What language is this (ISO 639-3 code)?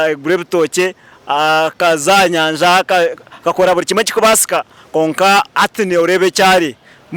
nyn